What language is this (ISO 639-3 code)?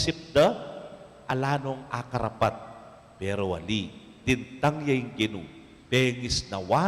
pam